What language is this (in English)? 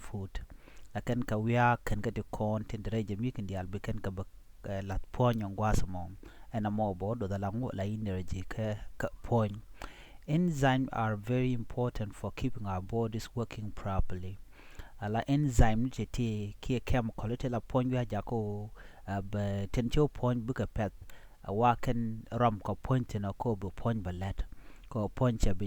Nuer